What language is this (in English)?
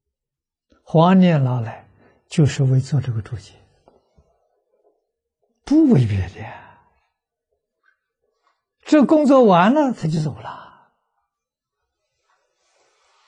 Chinese